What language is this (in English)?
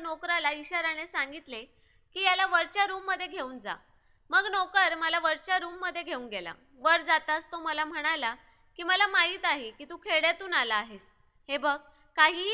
Marathi